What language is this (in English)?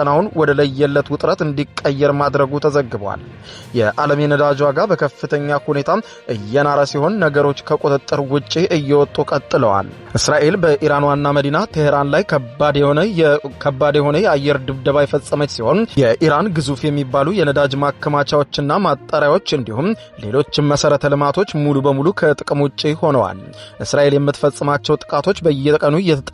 Amharic